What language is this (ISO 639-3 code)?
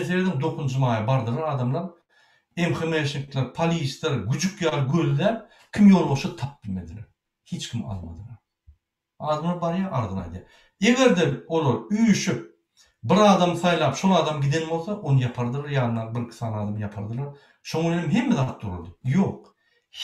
tuk